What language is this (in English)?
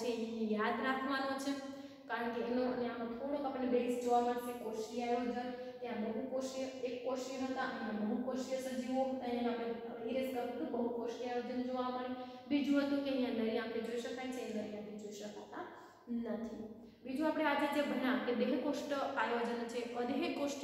Gujarati